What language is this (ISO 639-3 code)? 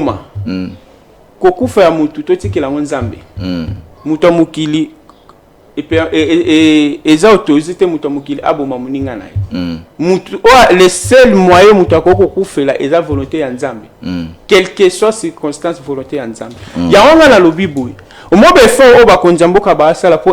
lin